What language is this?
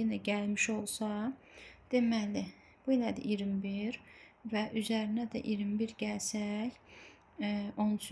Azerbaijani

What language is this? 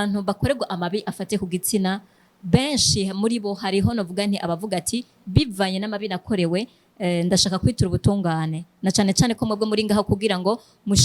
Rundi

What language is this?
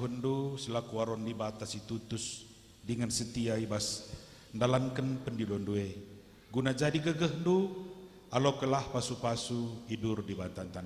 Batak Karo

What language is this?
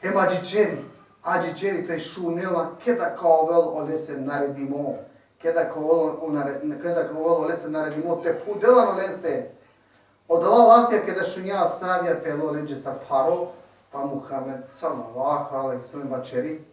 Balkan Romani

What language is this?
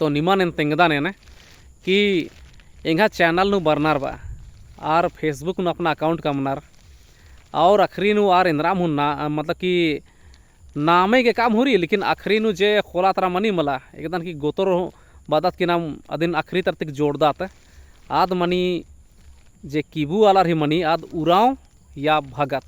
Kurukh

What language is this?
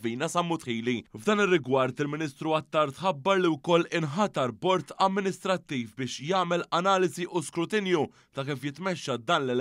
Maltese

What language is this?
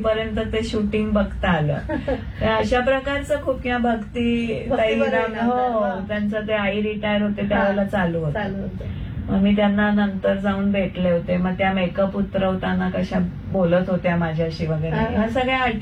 Marathi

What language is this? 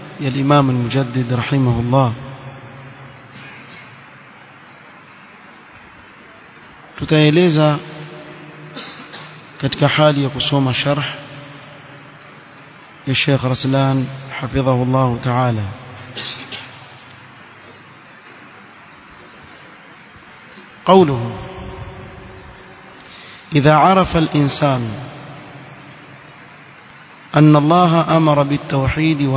Swahili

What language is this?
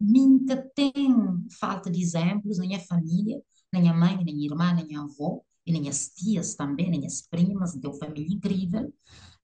Kabuverdianu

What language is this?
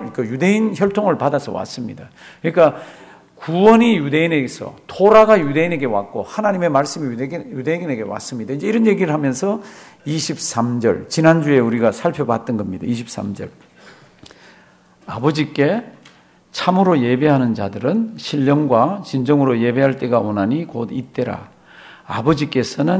Korean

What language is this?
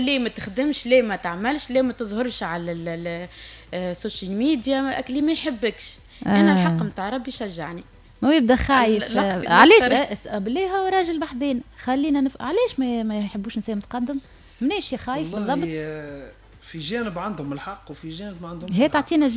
Tunisian Arabic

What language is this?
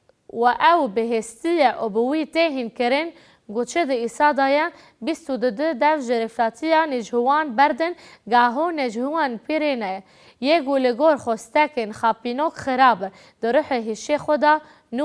Kurdish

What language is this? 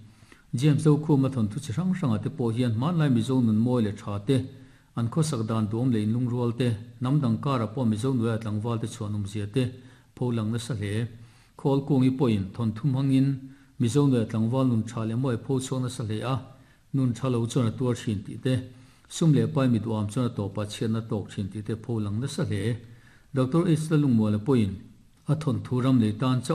Mizo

